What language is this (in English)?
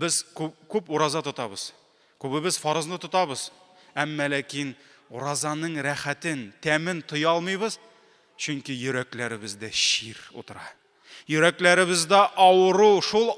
Tatar